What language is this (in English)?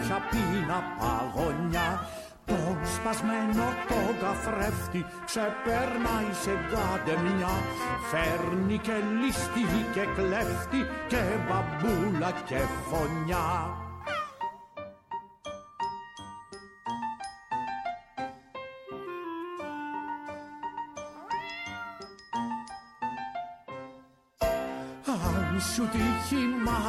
Greek